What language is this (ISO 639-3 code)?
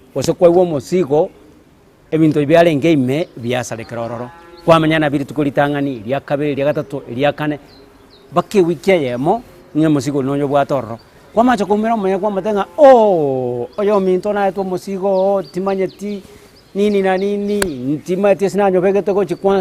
guz